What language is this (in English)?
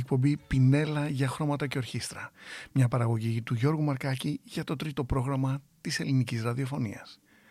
Greek